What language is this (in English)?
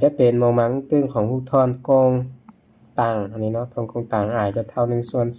Lao